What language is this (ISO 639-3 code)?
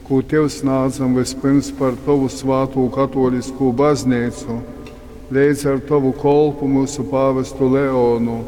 ltg